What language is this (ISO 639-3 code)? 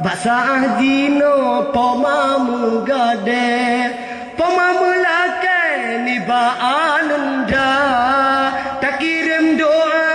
ace